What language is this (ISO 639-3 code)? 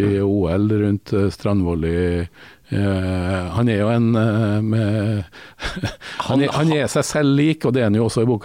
nor